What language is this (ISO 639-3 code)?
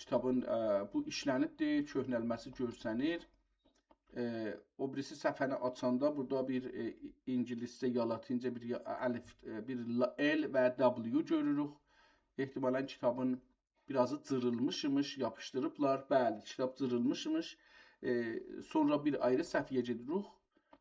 azb